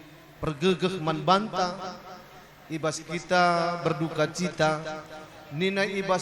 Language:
Batak Karo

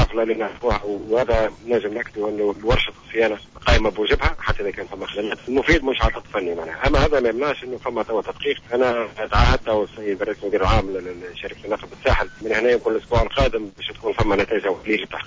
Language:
Tunisian Arabic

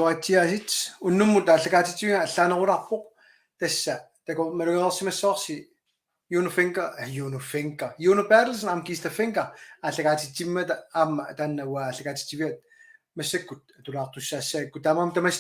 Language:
Kalaallisut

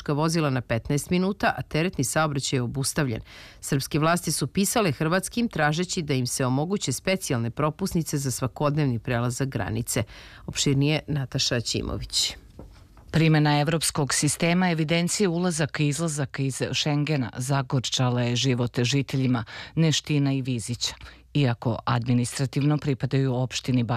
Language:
Serbian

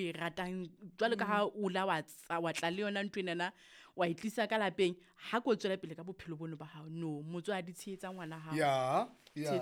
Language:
Southern Sotho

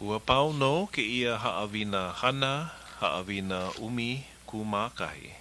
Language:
Hawaiian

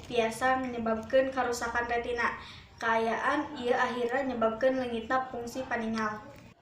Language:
Sundanese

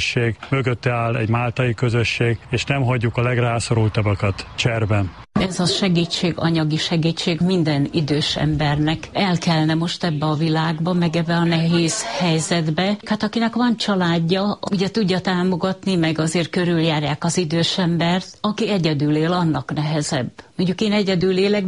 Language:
Hungarian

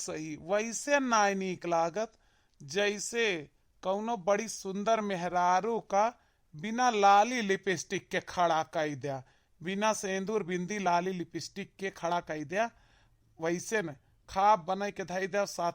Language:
Awadhi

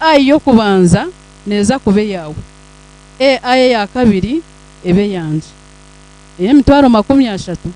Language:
Nyankole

